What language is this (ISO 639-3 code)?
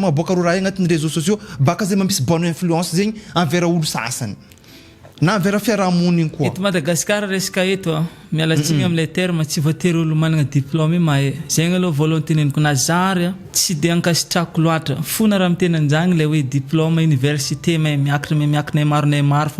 mlg